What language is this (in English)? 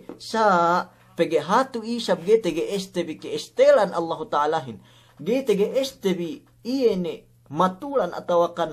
Yakan